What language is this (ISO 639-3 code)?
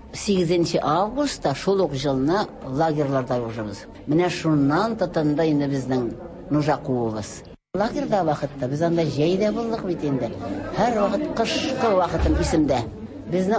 tat